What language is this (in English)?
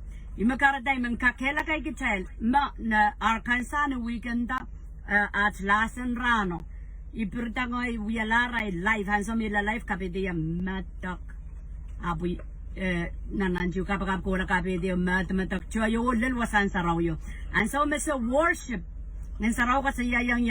Pohnpeian